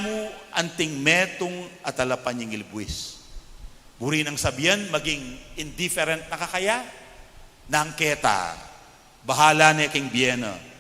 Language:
Pampanga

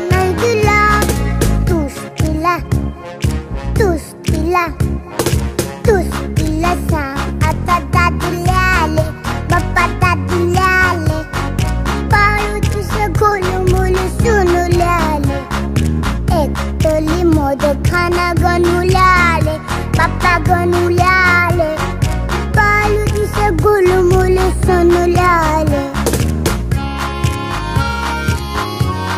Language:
Marathi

